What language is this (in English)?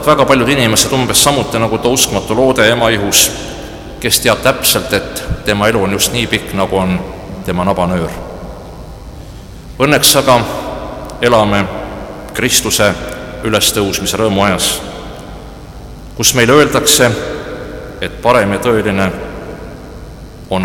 Estonian